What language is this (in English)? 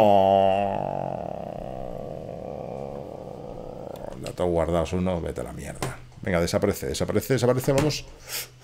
Spanish